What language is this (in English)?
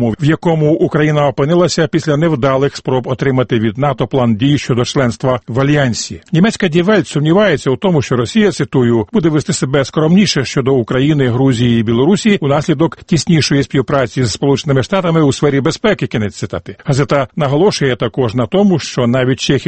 Ukrainian